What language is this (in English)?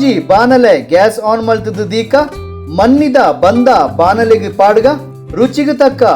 Tulu